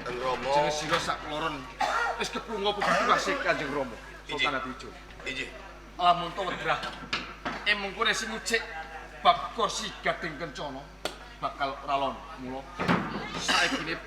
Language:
Javanese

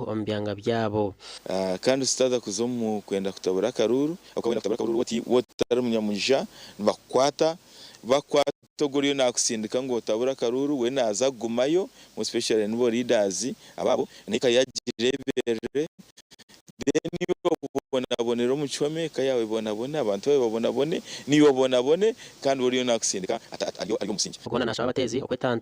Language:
Nyankole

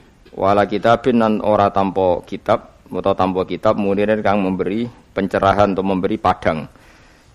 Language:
Javanese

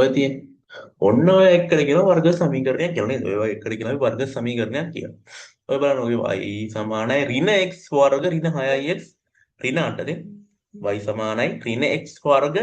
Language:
Sinhala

